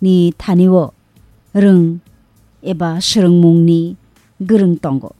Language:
Kok Borok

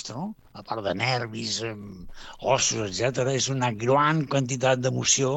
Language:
Catalan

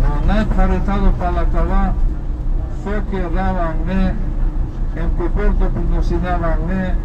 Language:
Balkan Romani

